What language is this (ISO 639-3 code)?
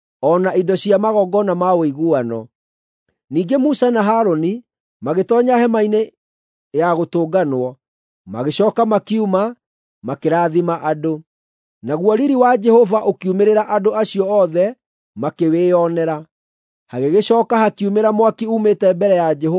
kik